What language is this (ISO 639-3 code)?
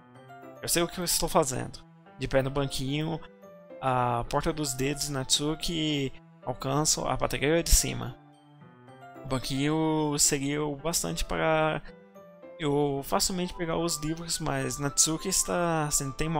por